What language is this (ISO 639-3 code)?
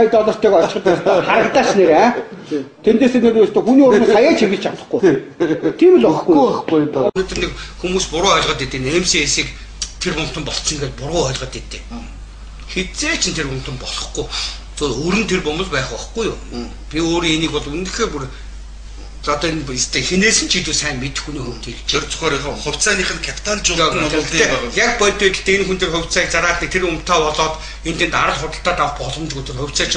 mon